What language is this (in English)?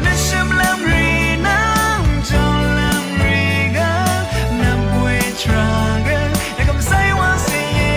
Rawang